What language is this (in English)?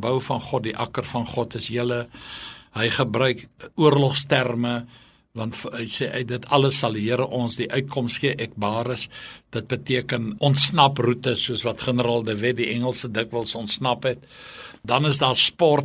Afrikaans